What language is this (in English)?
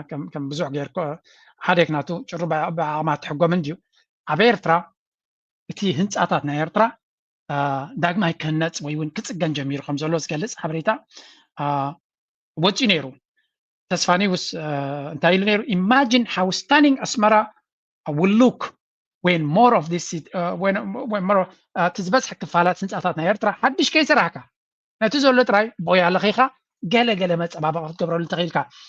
Tigrinya